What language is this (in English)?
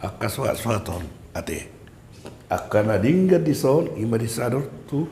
Batak Toba